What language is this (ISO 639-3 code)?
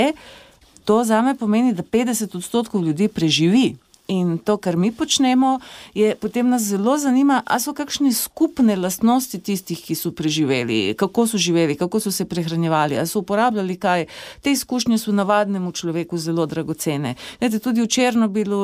slv